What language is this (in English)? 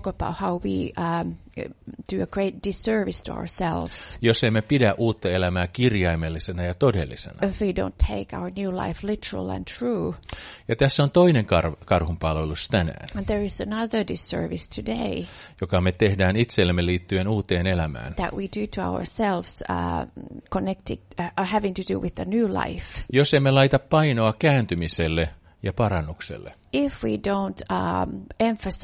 Finnish